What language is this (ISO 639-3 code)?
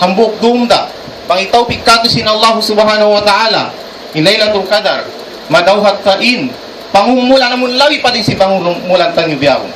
tsg